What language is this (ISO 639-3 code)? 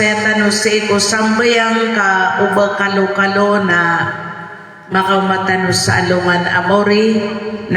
mrw